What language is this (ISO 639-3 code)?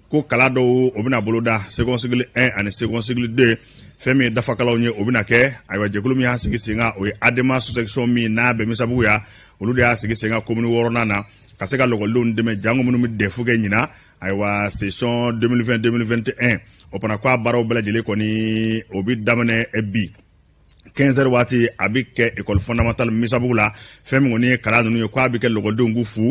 bam